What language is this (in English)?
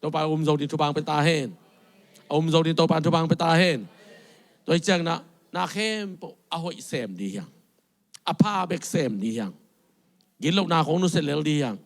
Tedim Chin